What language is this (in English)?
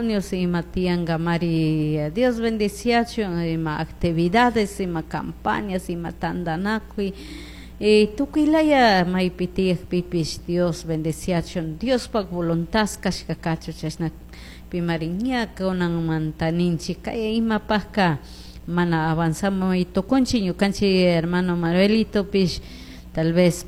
Chimborazo Highland Quichua